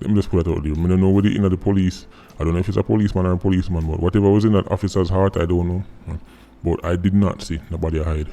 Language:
Jamaican Creole English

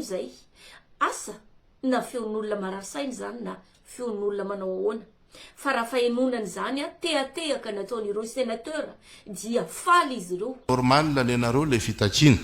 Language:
Malagasy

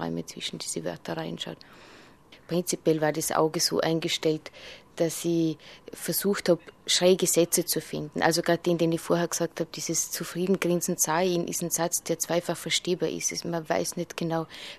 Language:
German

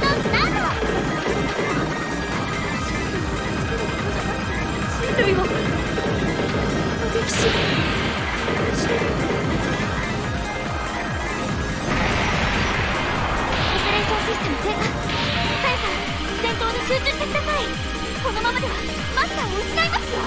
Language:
Japanese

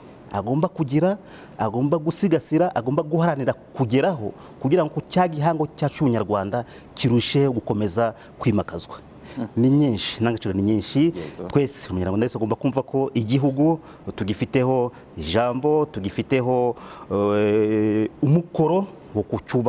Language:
Kinyarwanda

